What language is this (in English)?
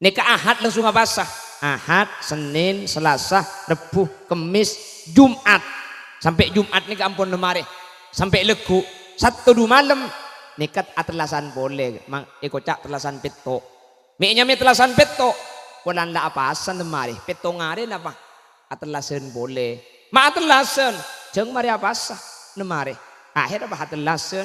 Madurese